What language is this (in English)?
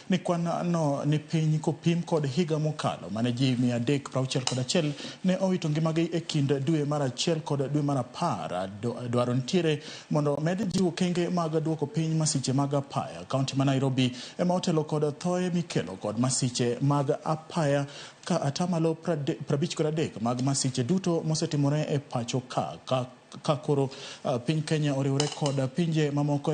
Luo (Kenya and Tanzania)